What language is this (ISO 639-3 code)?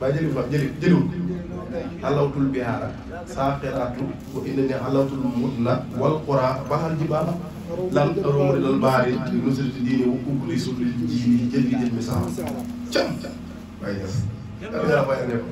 wol